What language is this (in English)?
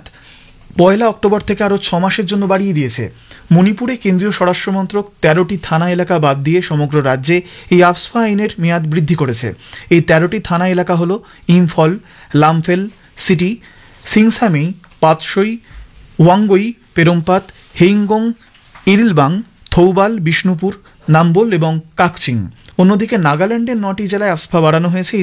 Bangla